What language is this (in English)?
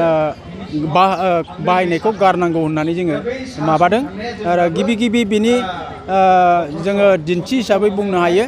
Bodo